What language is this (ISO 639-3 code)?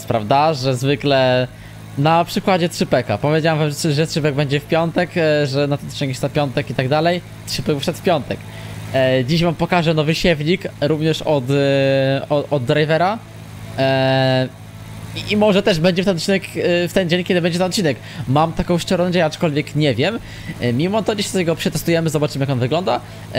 pol